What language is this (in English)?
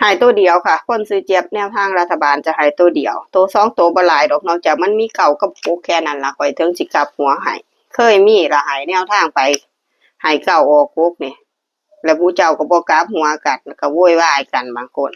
Northeastern Thai